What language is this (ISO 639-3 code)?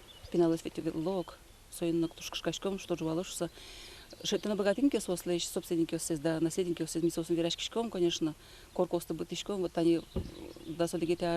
udm